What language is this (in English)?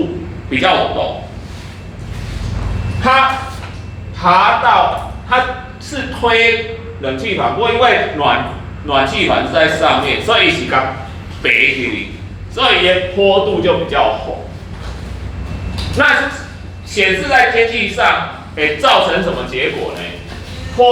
Min Nan Chinese